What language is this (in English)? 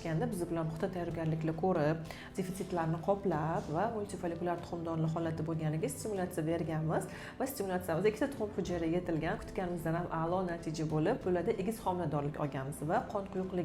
Uzbek